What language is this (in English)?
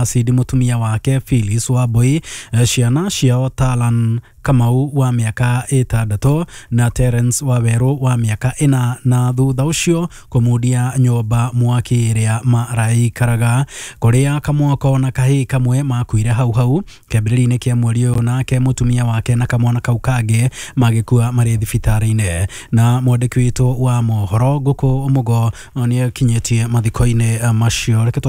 Kikuyu